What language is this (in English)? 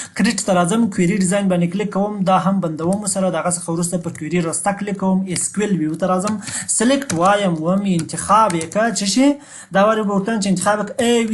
Pashto